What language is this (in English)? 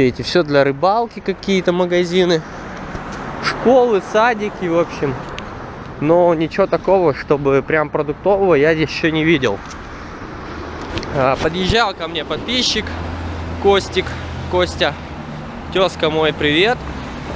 Russian